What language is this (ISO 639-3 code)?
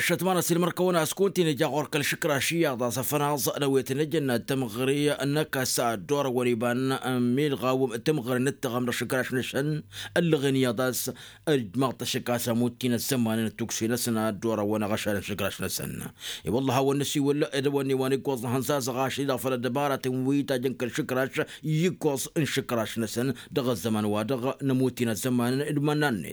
taq